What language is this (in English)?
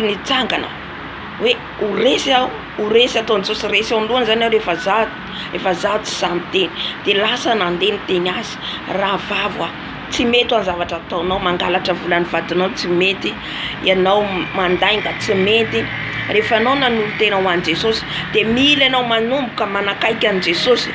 Malagasy